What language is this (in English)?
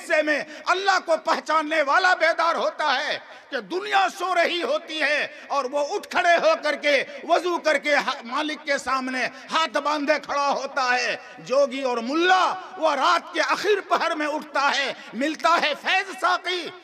Urdu